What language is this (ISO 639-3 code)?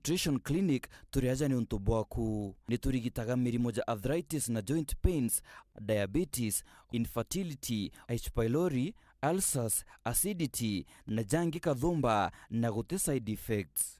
mer